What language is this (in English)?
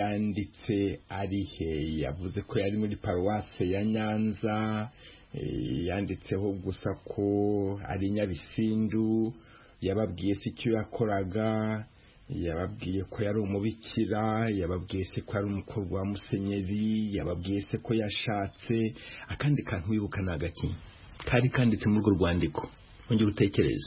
Kinyarwanda